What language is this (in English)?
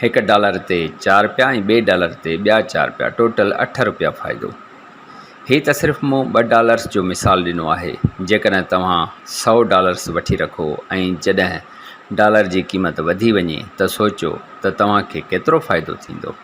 Sindhi